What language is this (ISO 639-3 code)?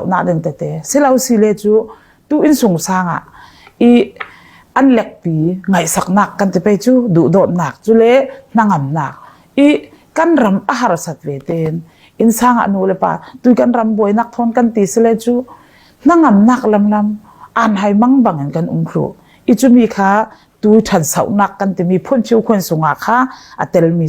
cfm